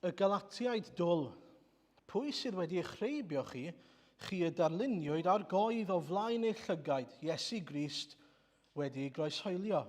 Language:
Welsh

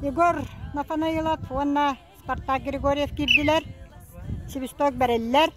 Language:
Yakut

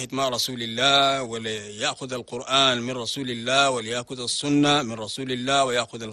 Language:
Chadian Arabic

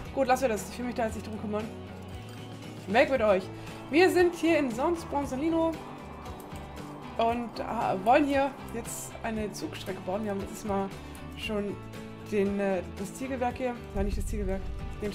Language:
German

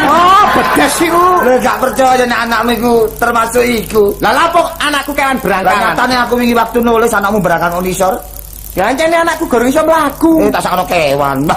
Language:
Javanese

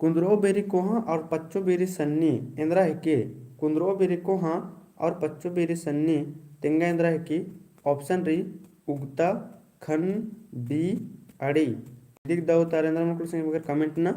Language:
Kurukh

